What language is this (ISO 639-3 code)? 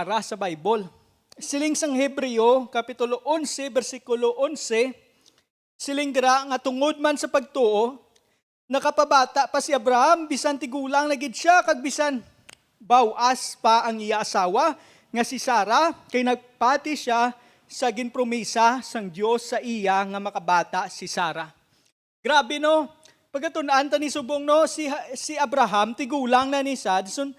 hil